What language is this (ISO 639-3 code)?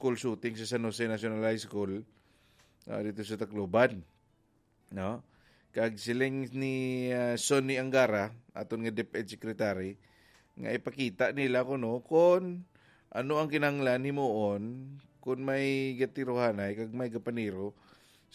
hil